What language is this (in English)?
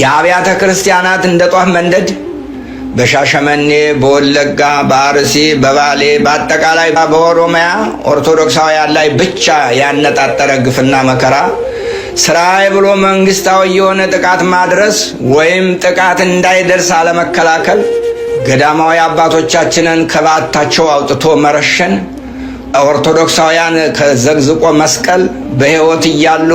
Amharic